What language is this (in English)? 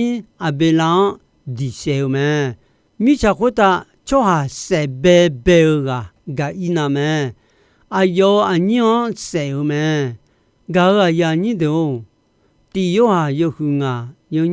Akha